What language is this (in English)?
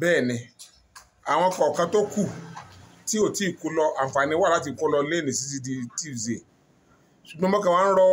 Yoruba